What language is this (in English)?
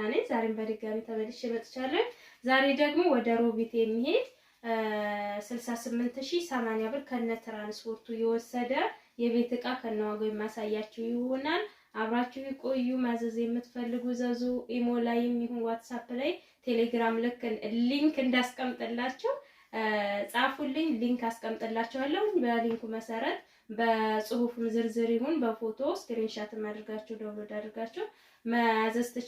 Amharic